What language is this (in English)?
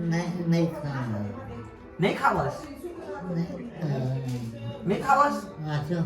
Chhattisgarhi